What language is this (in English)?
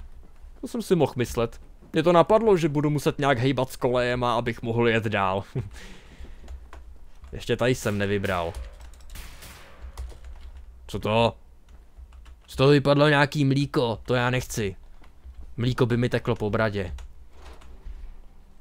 Czech